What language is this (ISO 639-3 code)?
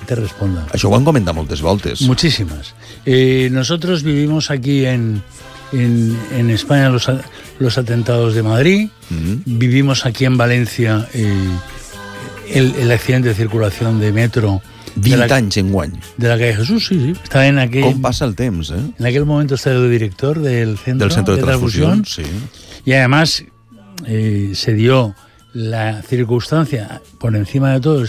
cat